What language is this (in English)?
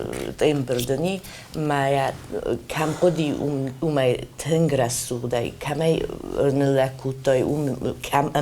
Ossetic